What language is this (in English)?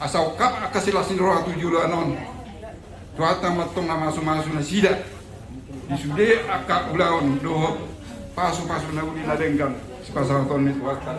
Batak Toba